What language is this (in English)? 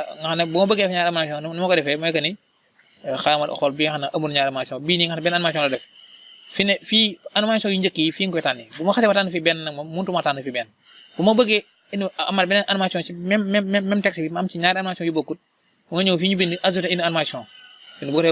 Wolof